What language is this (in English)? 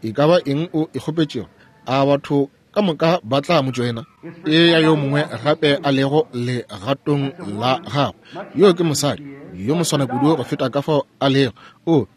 Northern Sotho